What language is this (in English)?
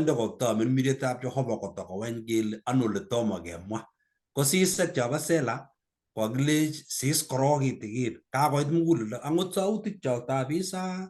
Kalenjin